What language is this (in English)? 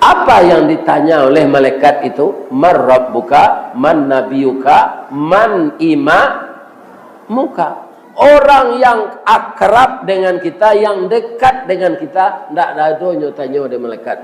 Minangkabau